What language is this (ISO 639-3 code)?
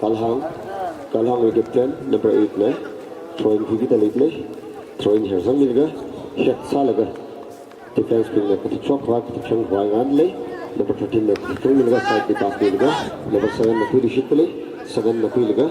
nmf